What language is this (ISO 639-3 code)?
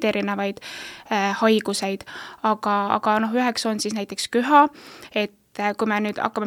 est